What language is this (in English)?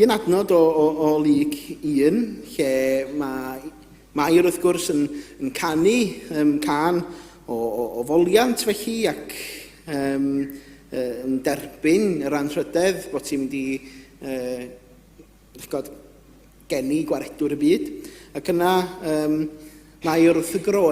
Welsh